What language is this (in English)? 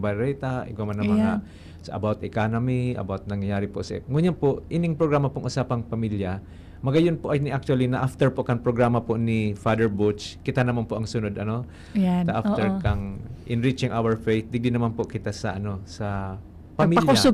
Bikol